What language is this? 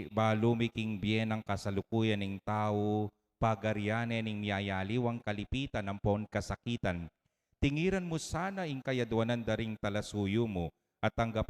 Pampanga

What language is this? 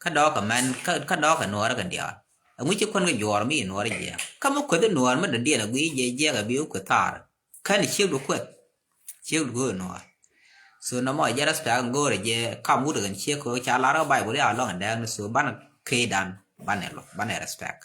Nuer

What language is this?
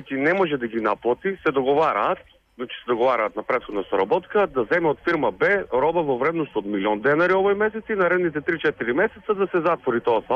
Macedonian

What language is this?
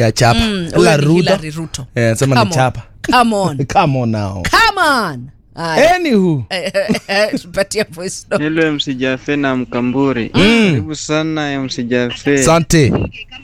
Swahili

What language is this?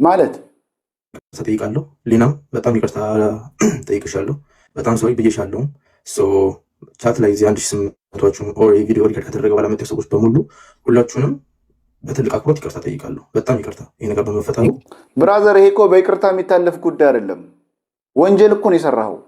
Amharic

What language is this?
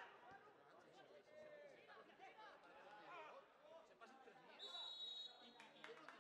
Catalan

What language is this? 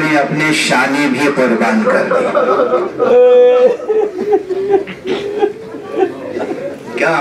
Urdu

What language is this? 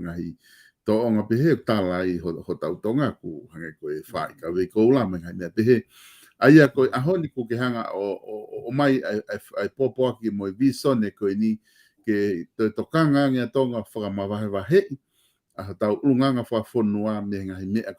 Tongan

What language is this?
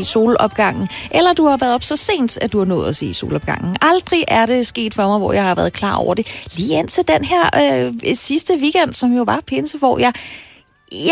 Danish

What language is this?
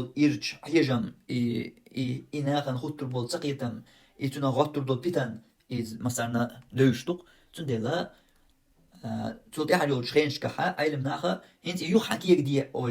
Chechen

